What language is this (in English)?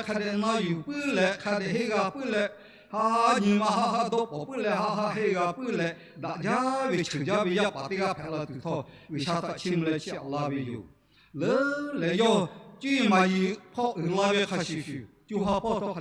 Lahu